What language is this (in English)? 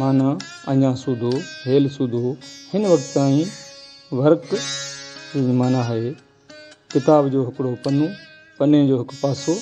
Sindhi